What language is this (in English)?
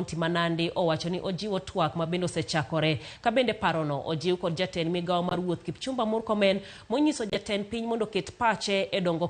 Luo (Kenya and Tanzania)